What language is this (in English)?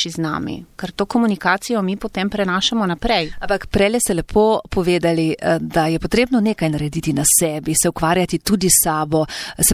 Slovenian